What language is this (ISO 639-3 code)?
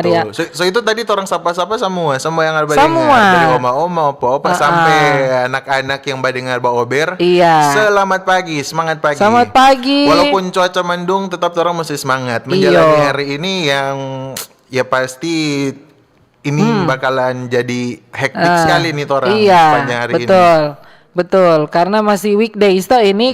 xmm